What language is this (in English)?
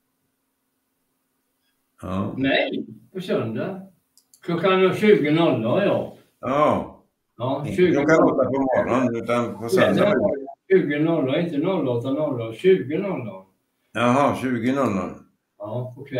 Swedish